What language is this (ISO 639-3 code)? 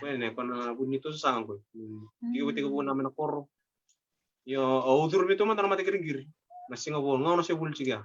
fij